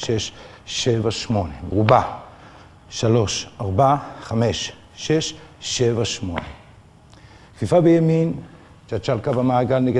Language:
Hebrew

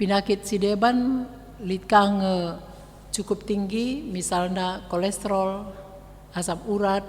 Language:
Batak Karo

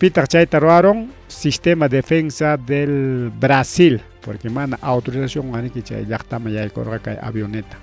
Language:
Ayacucho Quechua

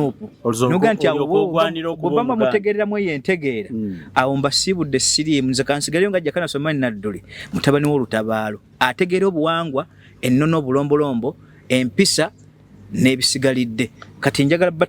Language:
Ganda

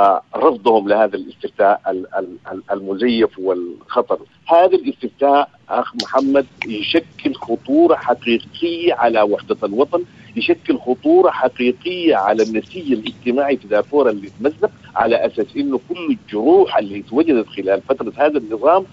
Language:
Sudanese Arabic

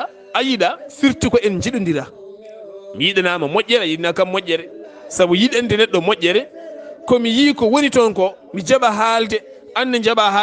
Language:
Fula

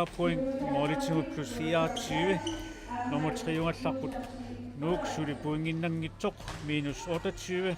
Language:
Kalaallisut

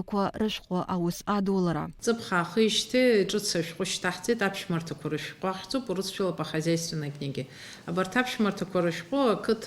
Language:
Abkhazian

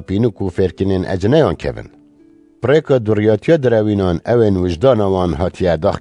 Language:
Kurdish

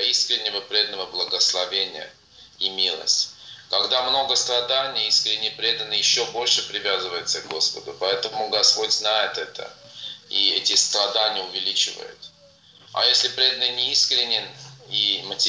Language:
Russian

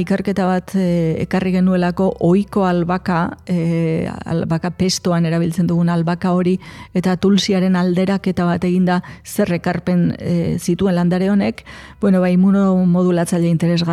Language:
Basque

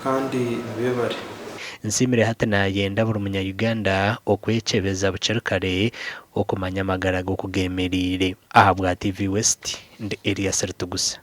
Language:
Nyankole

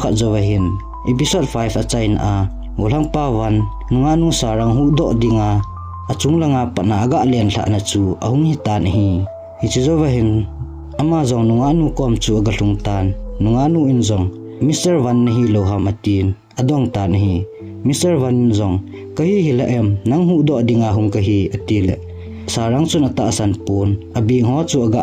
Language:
Thado Chin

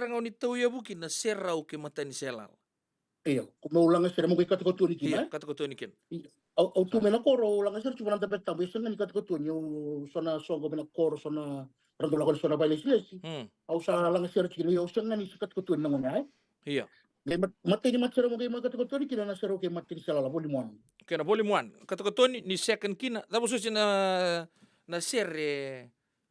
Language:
Fijian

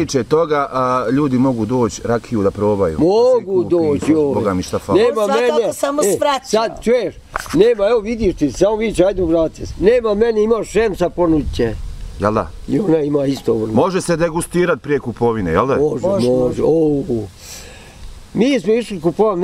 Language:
Bosnian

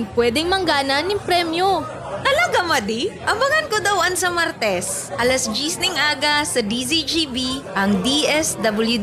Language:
Bikol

